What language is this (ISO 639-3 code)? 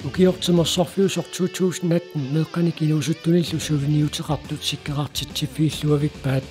kal